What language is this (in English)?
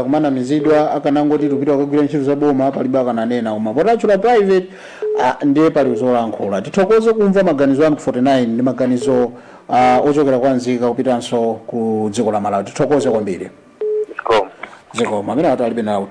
Nyanja